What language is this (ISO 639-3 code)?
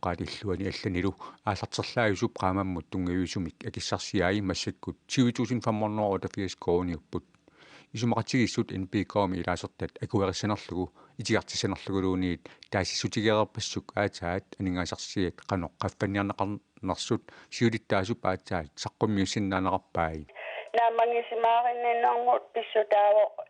kal